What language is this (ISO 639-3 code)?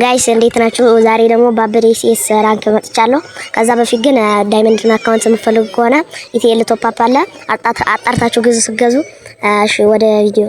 amh